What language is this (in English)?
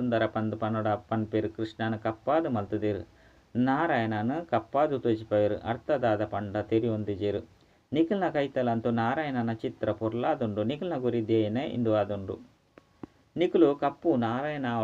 Tulu